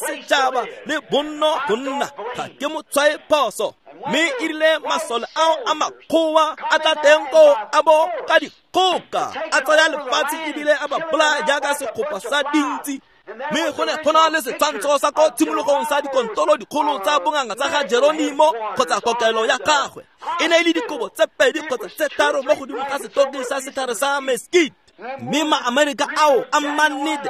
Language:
Tswana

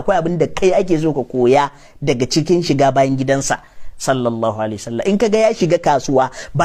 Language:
Hausa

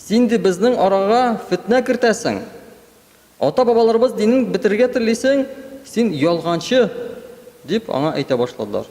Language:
Tatar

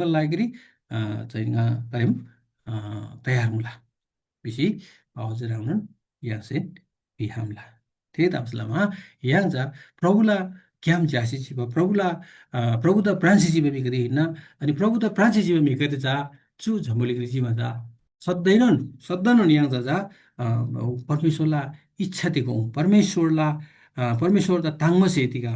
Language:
Eastern Tamang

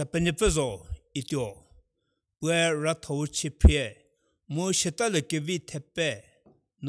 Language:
Angami Naga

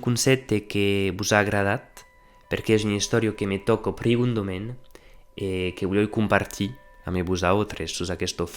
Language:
Occitan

